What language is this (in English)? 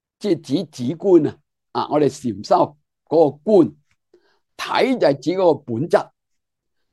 Cantonese